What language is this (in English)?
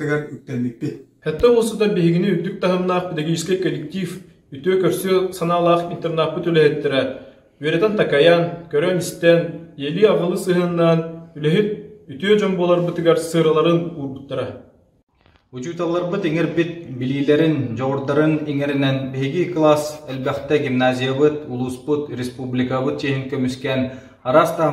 Yakut